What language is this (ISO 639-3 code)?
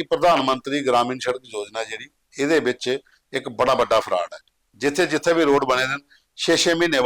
doi